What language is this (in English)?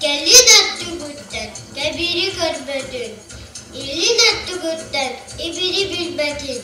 Yakut